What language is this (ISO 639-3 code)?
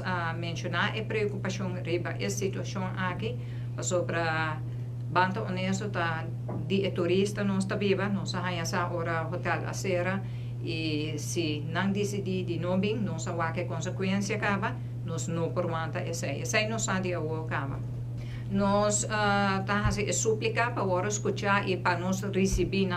pap